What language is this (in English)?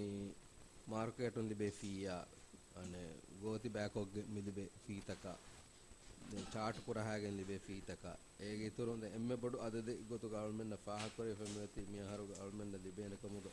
Divehi